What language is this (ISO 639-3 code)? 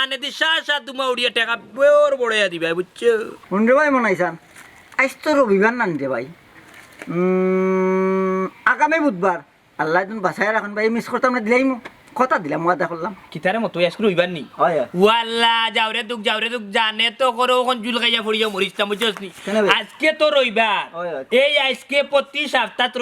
syl